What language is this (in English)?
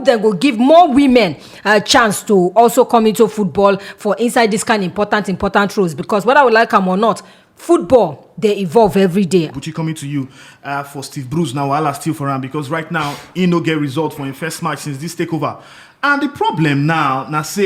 Nigerian Pidgin